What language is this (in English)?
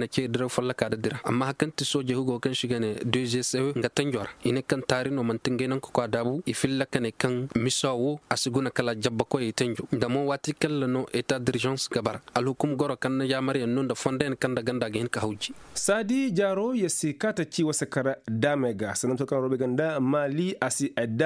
Koyraboro Senni